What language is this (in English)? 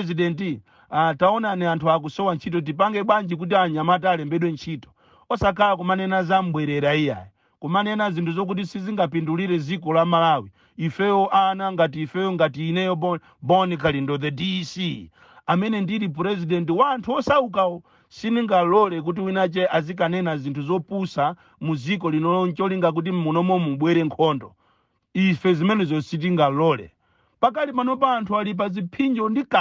Nyanja